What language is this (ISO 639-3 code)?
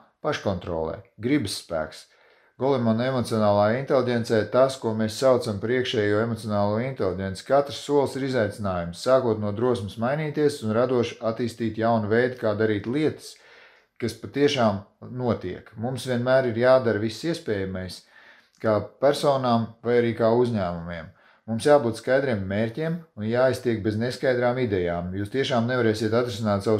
lav